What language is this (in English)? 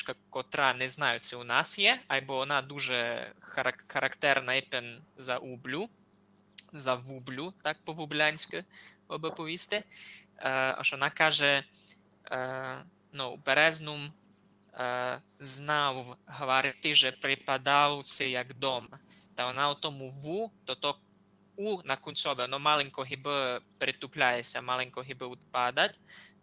Rusyn